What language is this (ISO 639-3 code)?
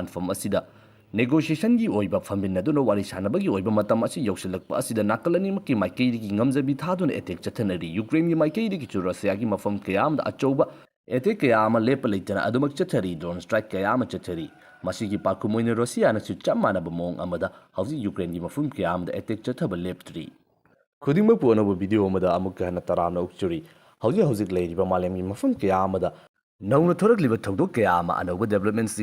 mni